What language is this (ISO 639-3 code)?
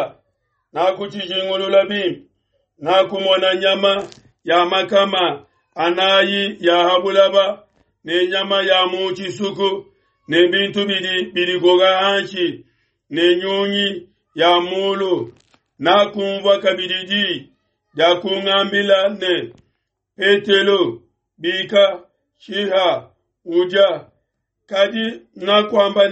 lua